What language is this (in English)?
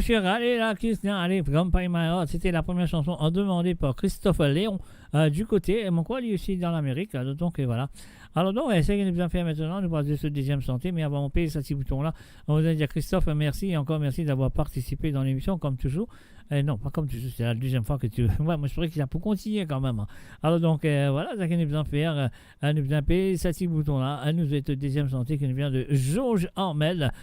Morisyen